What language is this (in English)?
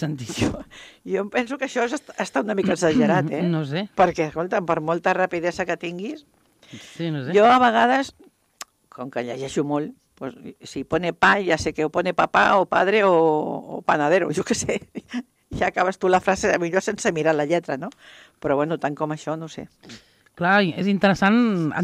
Catalan